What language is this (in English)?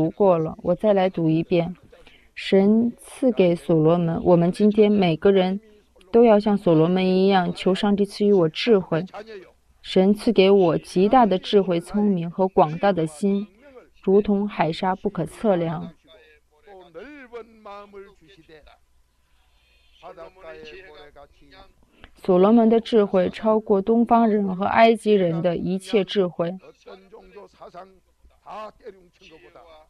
Chinese